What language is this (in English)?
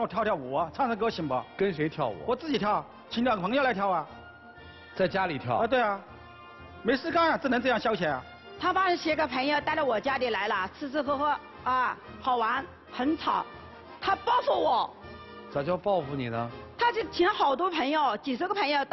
Chinese